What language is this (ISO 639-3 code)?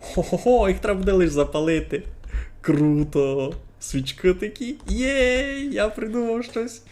rue